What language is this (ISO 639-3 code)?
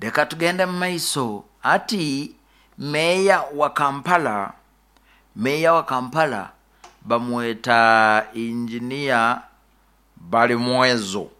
nyo